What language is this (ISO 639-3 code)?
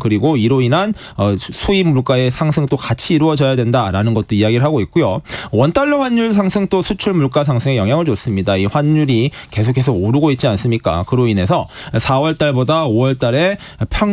kor